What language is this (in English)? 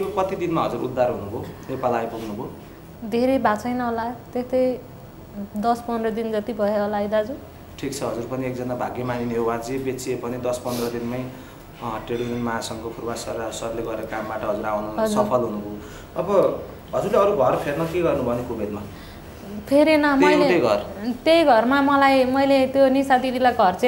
Nepali